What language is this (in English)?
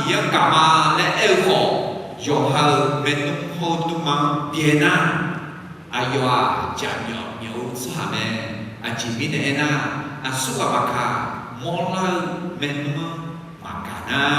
Akha